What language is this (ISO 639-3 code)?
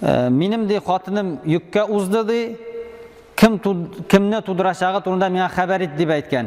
tat